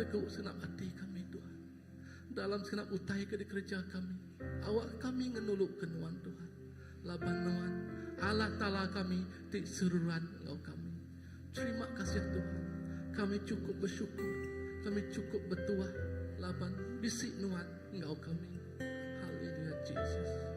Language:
Iban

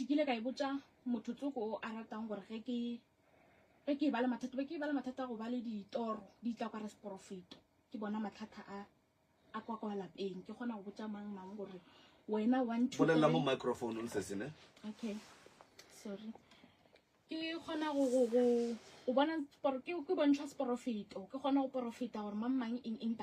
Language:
Northern Sotho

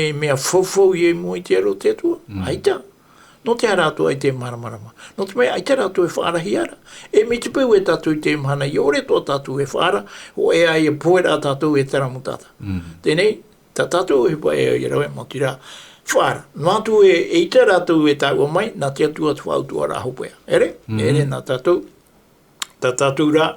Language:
Tahitian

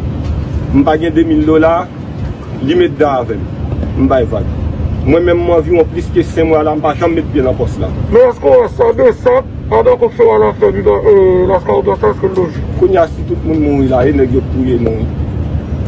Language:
Haitian Creole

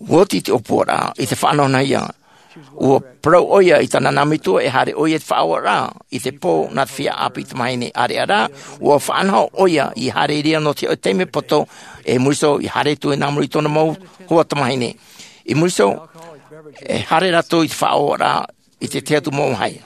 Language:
Tahitian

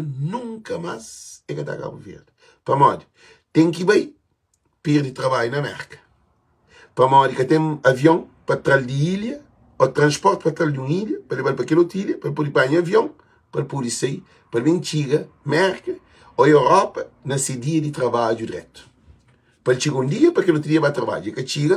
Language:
Kabuverdianu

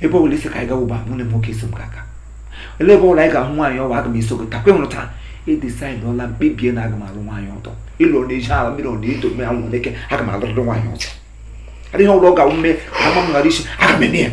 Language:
Igbo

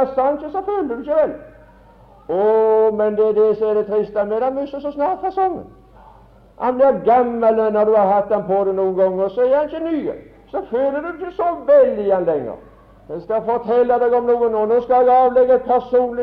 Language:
Norwegian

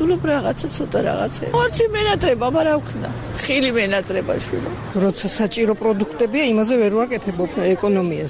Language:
Georgian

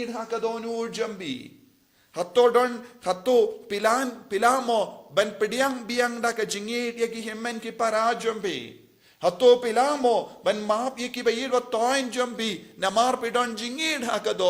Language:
Khasi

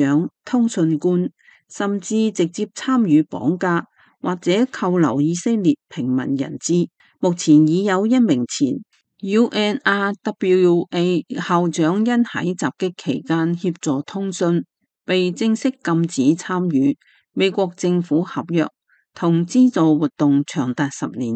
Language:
Cantonese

